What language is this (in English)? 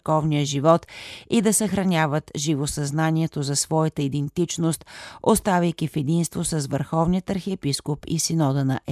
Bulgarian